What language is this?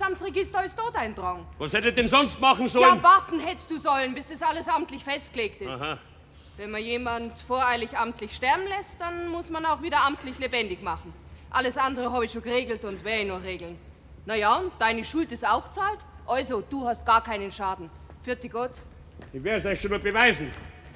Bavarian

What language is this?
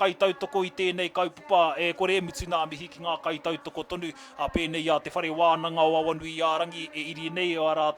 Māori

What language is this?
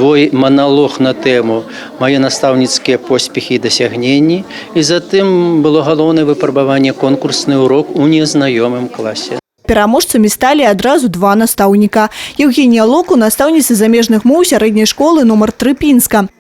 Belarusian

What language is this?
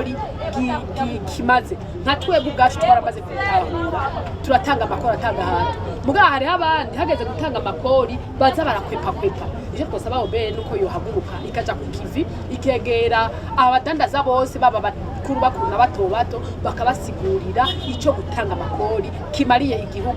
Rundi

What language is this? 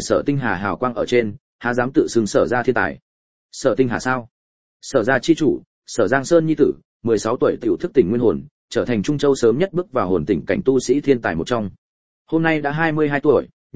Vietnamese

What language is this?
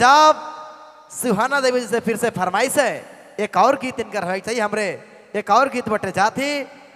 Sadri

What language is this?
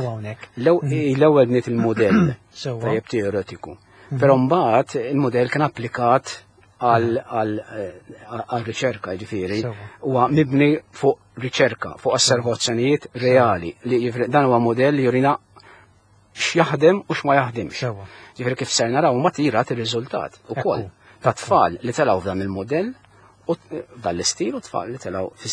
Maltese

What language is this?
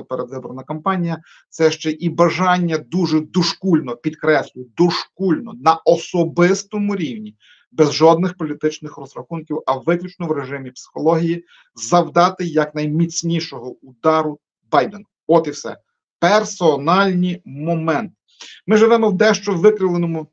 Ukrainian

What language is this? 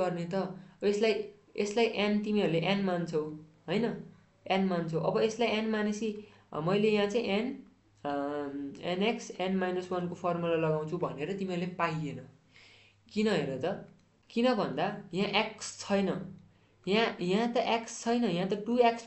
Nepali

